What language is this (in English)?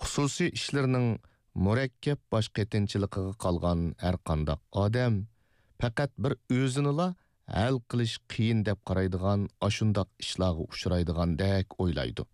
Uyghur